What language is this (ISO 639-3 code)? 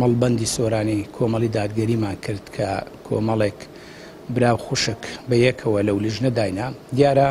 ckb